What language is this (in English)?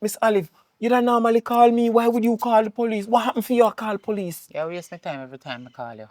Jamaican Creole English